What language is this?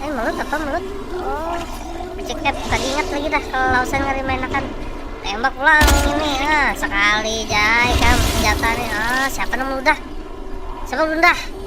Banjar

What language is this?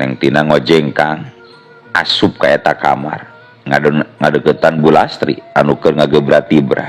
Sundanese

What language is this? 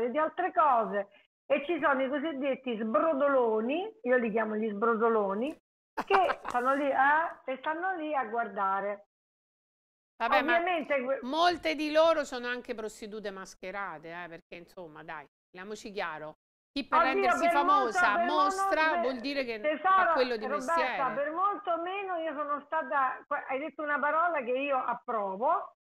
Italian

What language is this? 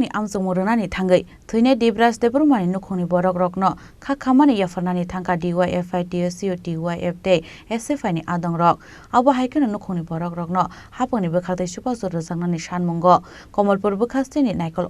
Kok Borok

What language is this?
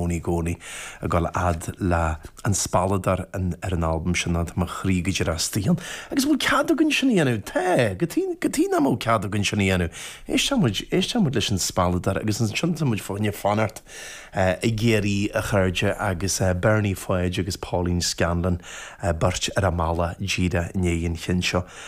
Irish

